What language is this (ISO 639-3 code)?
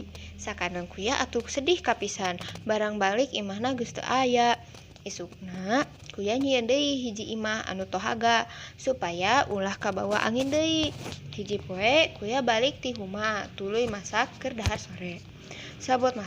sun